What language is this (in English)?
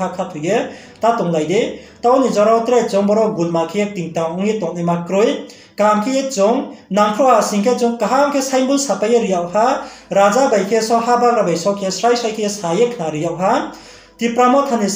Riang (India)